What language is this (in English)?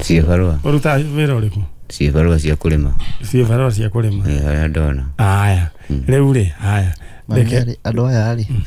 Kikuyu